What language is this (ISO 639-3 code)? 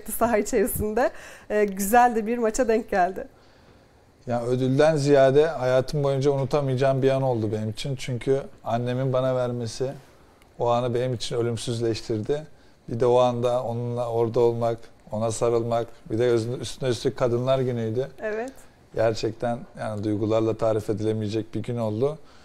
tur